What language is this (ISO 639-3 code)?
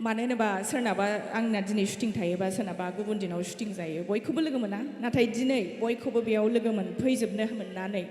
brx